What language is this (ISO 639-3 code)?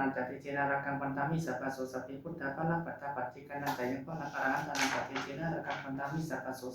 pli